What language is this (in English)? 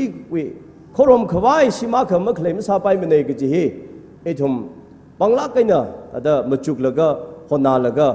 Tangkhul Naga (India)